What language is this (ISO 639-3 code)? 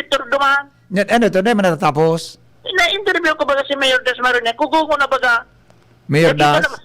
bik